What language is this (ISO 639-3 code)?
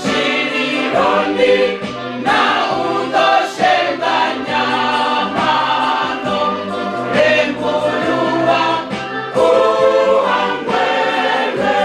ven